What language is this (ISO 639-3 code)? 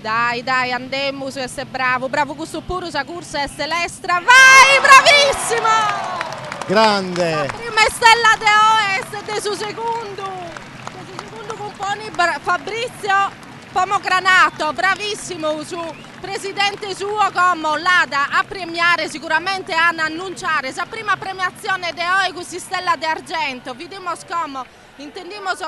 srd